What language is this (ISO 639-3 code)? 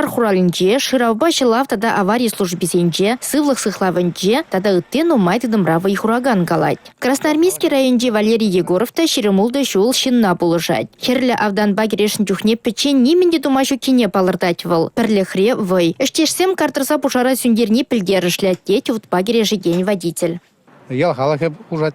chv